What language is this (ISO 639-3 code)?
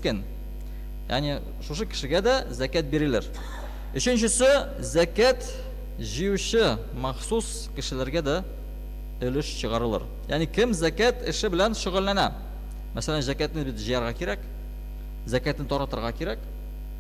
tat